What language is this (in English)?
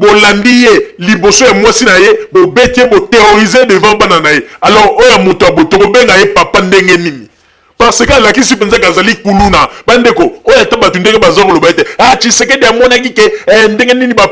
Lingala